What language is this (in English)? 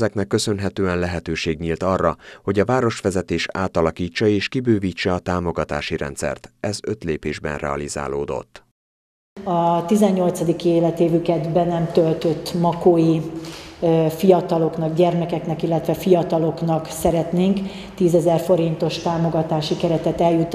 Hungarian